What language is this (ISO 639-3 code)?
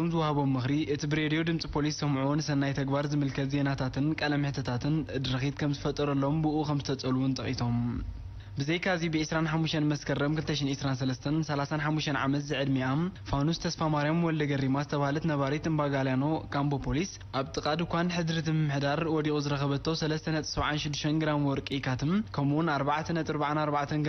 tir